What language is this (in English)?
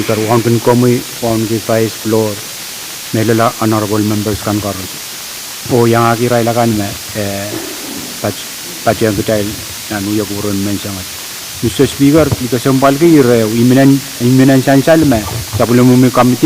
Pohnpeian